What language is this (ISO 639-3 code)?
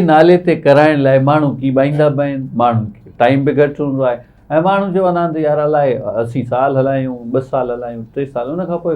snd